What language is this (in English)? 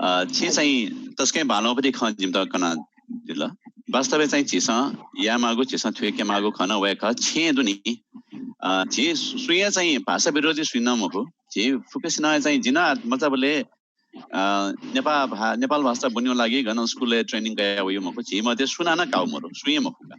Newari